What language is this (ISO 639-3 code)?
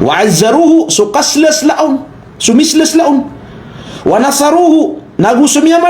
mrw